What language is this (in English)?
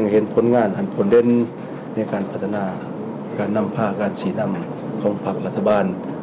Lao